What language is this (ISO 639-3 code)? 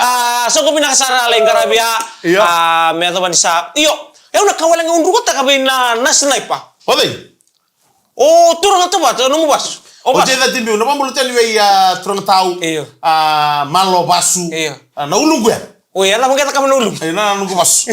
fij